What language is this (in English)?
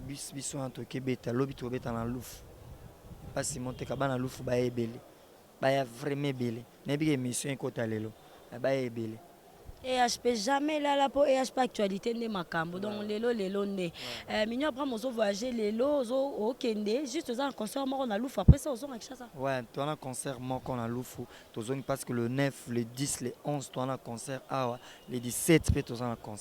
Lingala